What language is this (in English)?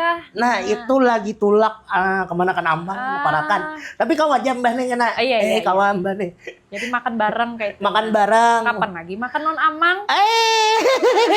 Banjar